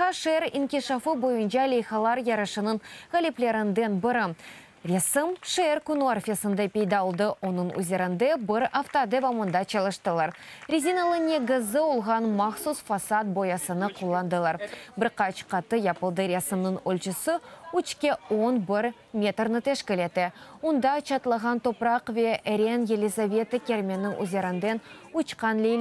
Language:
Crimean Tatar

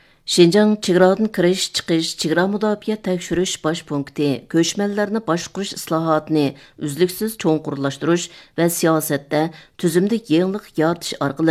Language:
Uyghur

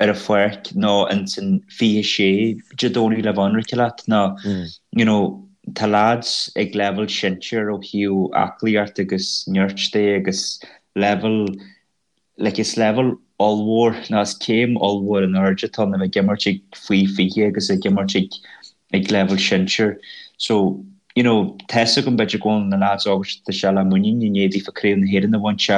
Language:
Irish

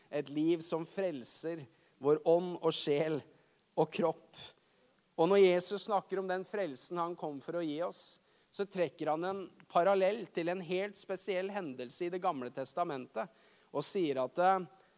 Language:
Norwegian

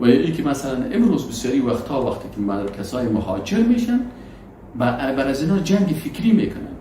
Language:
Persian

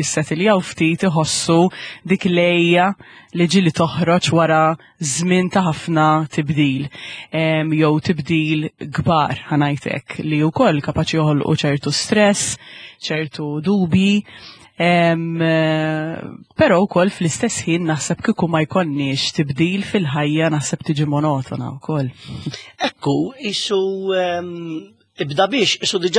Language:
Maltese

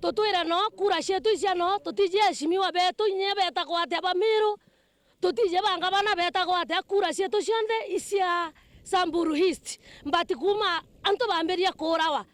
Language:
Meru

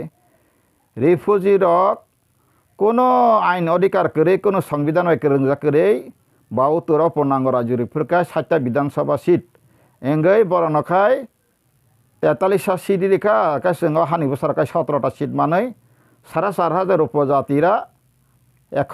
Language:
Kok Borok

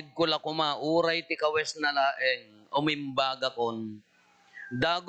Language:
Iloko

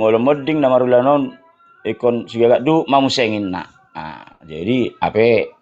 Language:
Batak Toba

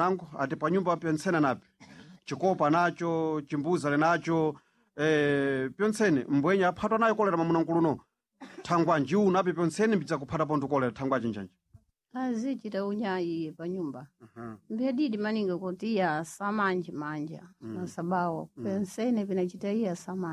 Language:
Sena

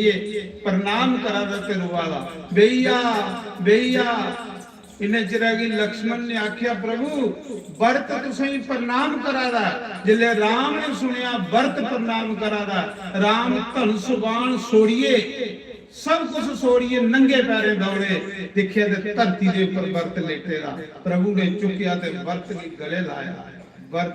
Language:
Dogri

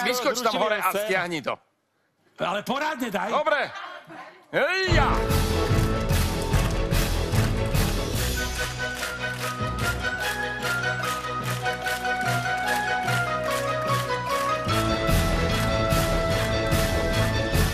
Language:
Slovak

